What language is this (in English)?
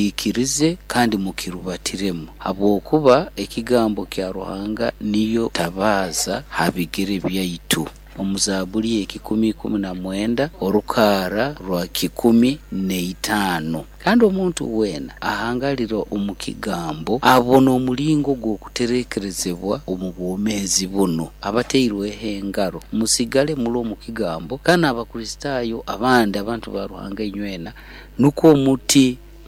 Nyoro